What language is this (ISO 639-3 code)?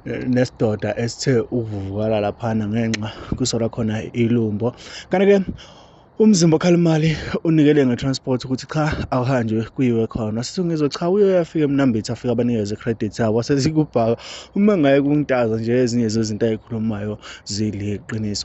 zul